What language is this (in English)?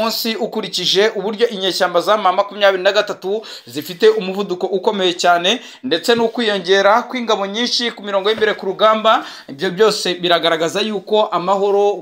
Kinyarwanda